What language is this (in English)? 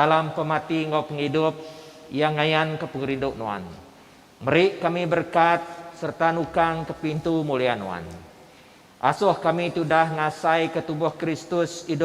Iban